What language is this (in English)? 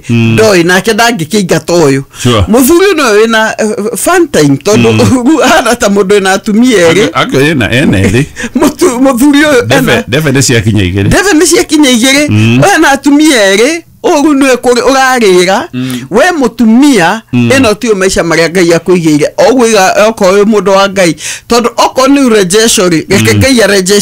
Kikuyu